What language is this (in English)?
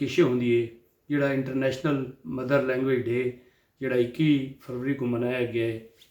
Saraiki